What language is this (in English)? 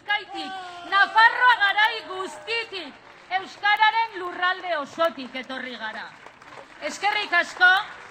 Basque